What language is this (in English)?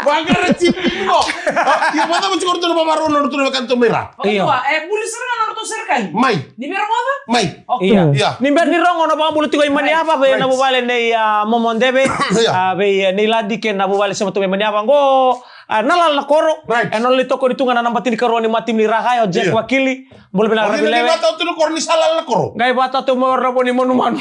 Fijian